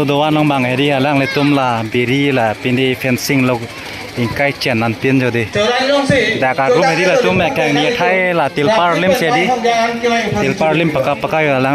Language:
Karbi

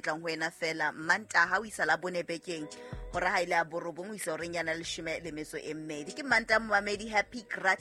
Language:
Southern Sotho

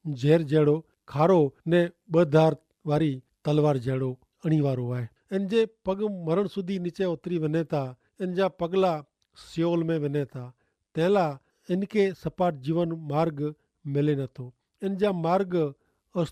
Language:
Kachhi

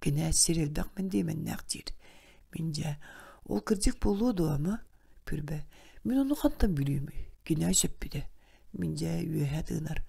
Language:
Yakut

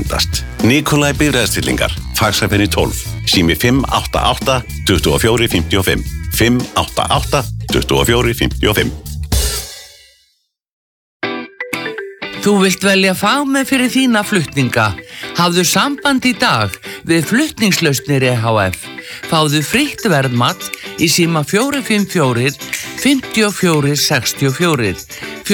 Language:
Icelandic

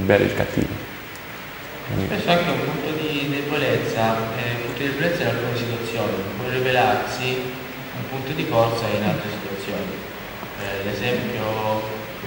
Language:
Italian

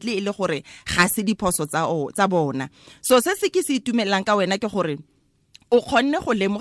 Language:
Tswana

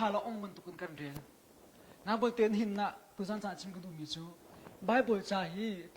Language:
Hakha Chin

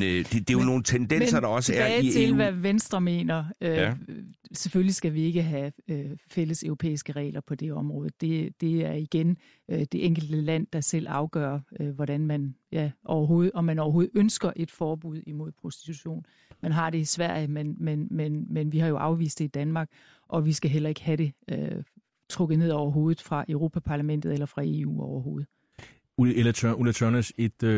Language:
Danish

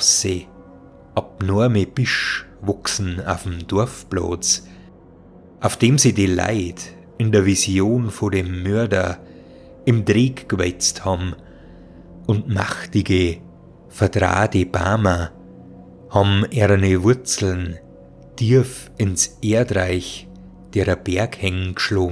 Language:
Bavarian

